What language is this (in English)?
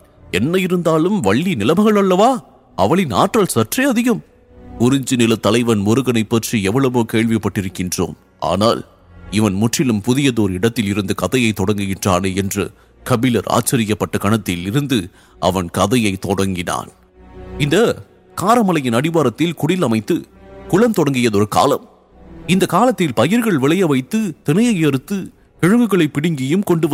Tamil